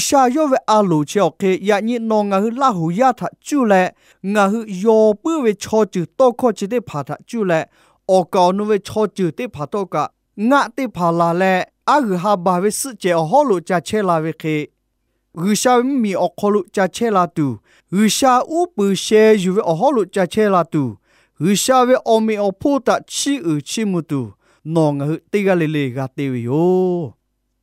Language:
Lahu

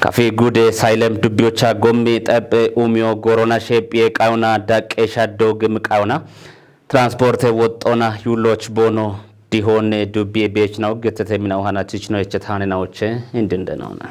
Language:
Kafa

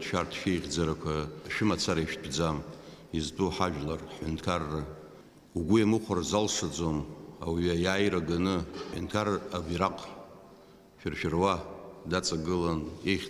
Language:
Abkhazian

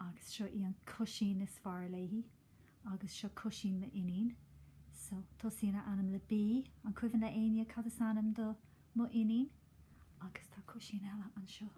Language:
Irish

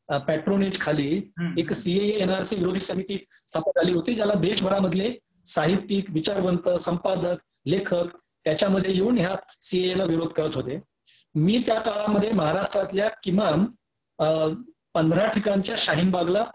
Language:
Marathi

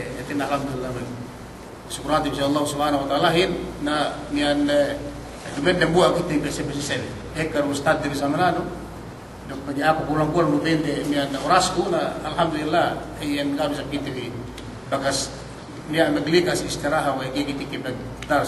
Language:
Yakan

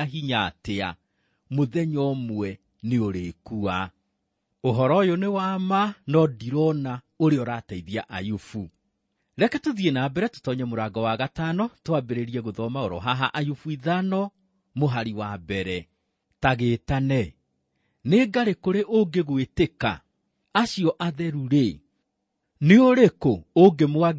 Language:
Kikuyu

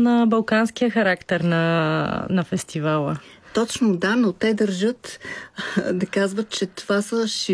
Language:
Bulgarian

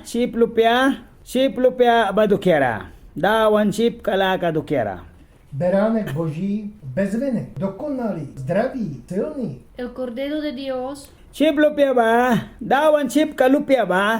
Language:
Mískito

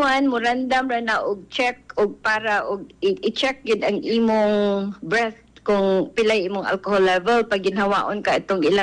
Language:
Cebuano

